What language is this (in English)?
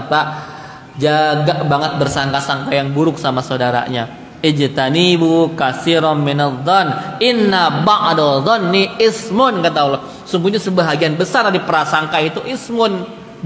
Indonesian